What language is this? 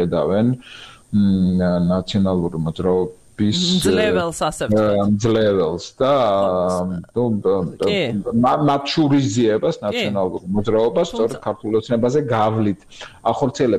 Georgian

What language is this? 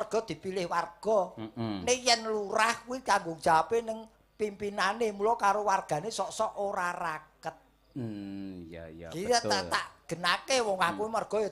Javanese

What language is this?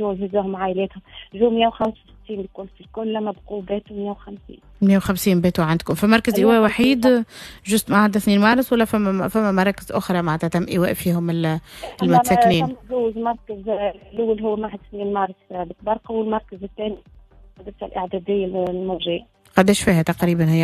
Tunisian Arabic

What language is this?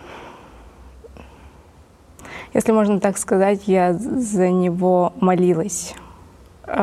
Russian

